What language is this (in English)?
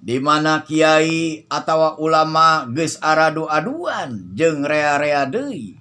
Sundanese